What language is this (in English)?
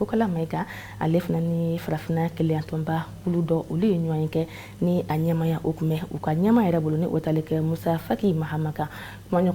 Bambara